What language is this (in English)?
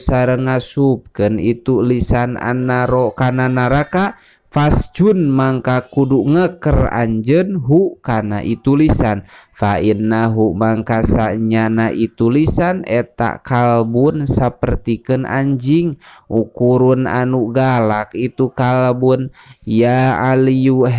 Sundanese